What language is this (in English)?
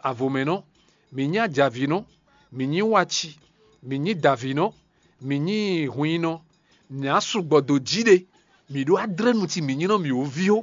Fon